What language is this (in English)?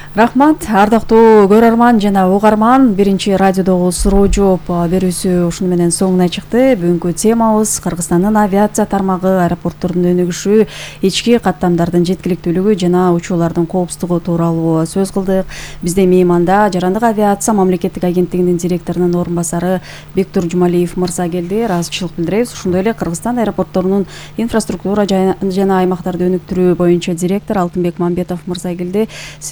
Kyrgyz